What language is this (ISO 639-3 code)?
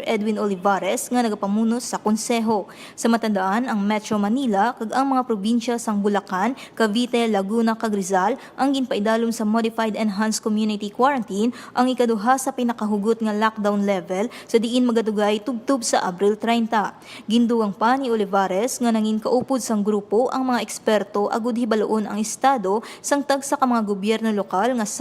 hil